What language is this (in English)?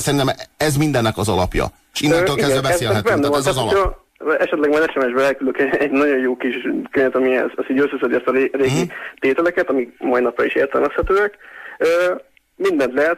Hungarian